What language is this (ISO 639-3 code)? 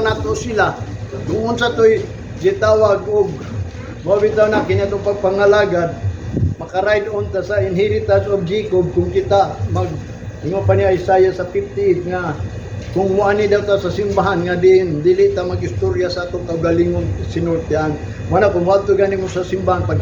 ceb